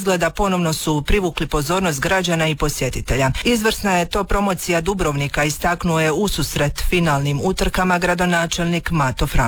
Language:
Croatian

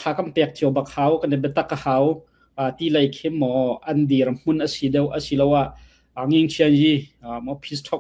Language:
Falam Chin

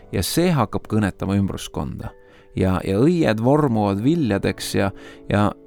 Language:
Estonian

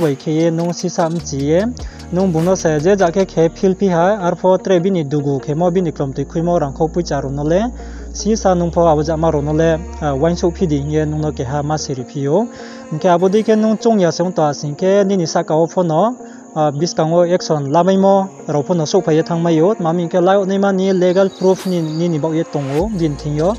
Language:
Riang (India)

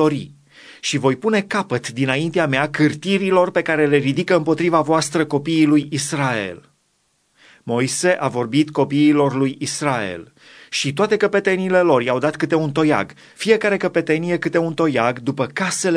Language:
Romanian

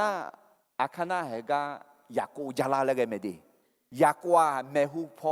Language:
Akha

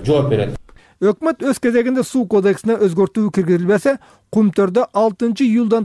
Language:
Kyrgyz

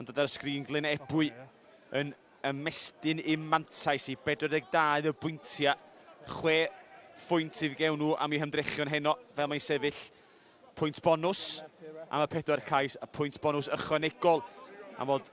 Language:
Welsh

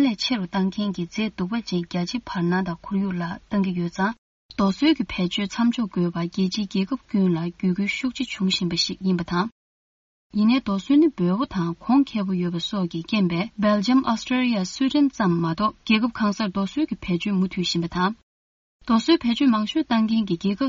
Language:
Tibetan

